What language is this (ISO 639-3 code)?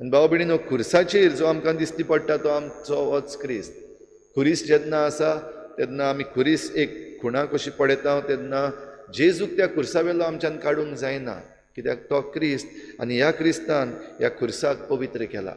kok